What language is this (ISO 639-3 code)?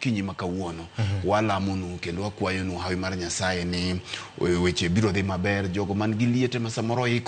luo